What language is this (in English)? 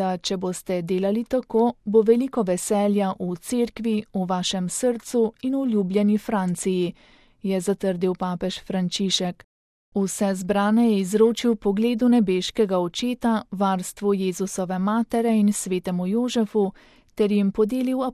Slovenian